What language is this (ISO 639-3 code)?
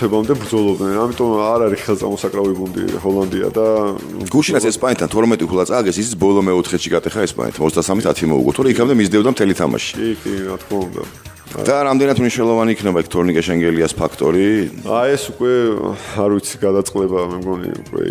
kat